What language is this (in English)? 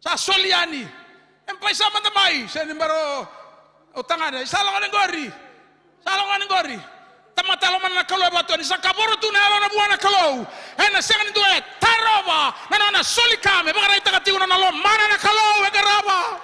Fijian